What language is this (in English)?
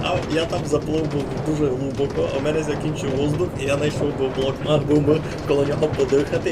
Rusyn